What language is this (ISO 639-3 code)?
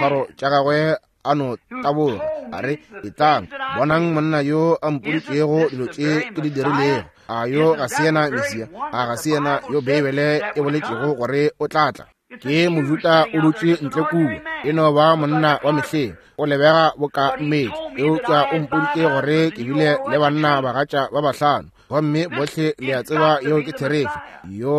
nso